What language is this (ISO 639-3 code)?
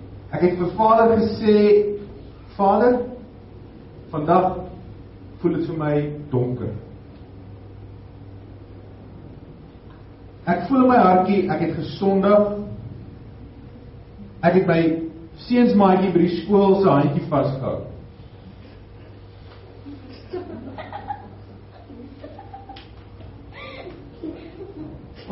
afr